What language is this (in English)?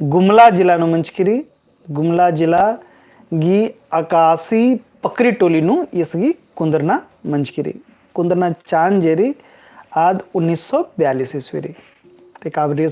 Kurukh